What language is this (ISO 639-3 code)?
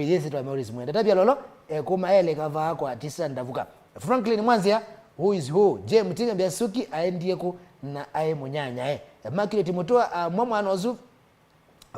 kam